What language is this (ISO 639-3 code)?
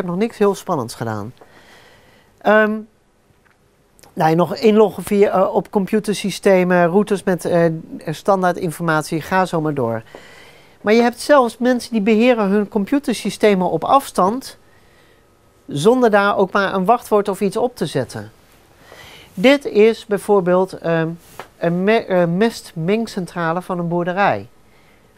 nld